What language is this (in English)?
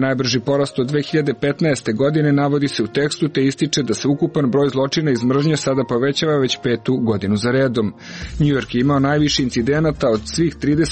Serbian